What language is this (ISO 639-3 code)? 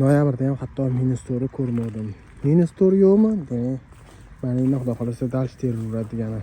uzb